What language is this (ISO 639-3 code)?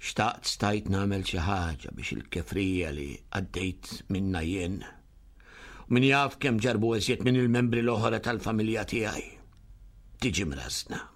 mlt